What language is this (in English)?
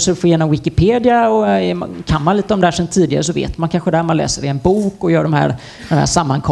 Swedish